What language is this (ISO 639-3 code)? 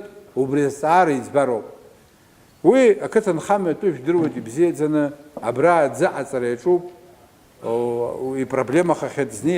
abk